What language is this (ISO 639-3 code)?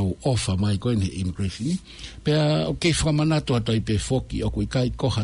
ton